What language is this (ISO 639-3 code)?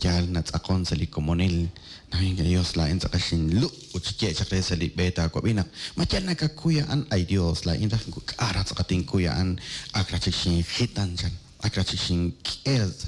kek